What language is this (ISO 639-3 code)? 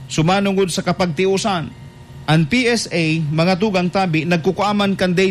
bik